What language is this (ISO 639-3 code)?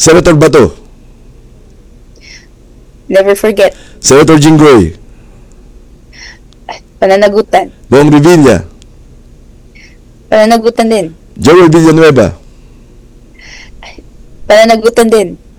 fil